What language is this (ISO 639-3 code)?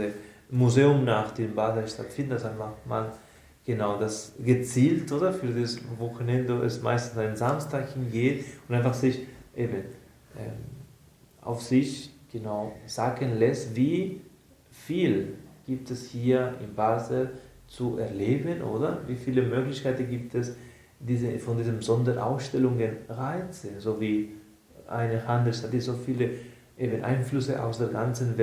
gsw